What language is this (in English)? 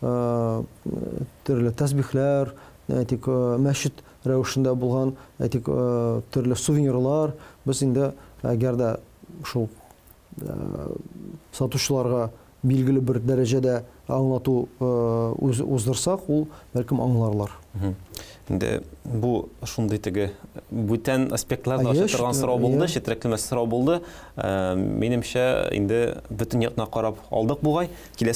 Tatar